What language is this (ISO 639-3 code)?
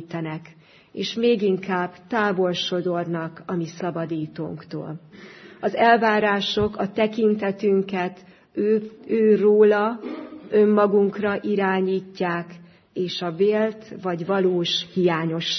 hun